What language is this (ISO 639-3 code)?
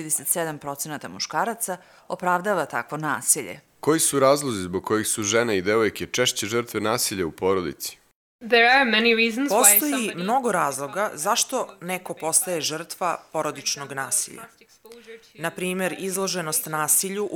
srp